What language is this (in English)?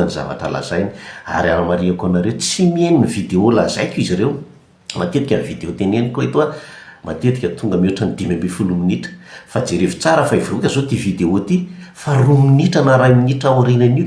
Malagasy